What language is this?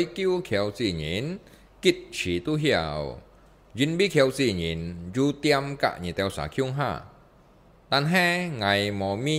Hakka Chinese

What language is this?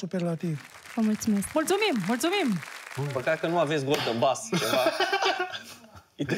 Romanian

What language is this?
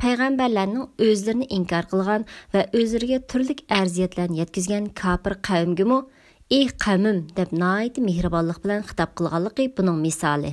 Uyghur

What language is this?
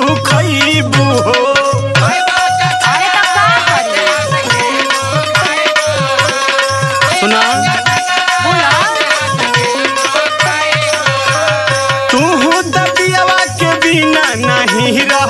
Bhojpuri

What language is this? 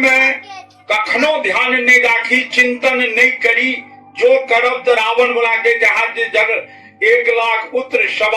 Maithili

